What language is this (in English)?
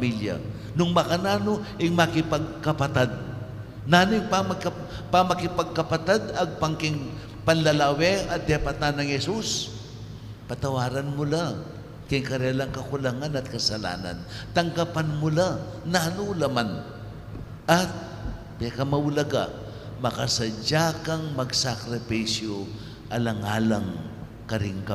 Pampanga